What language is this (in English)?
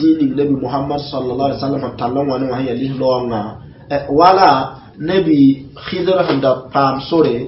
Mossi